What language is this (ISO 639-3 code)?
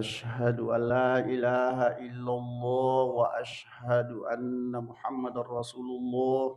bug